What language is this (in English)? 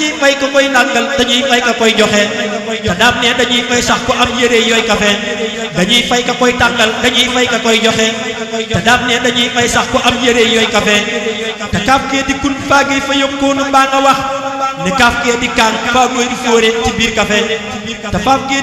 Wolof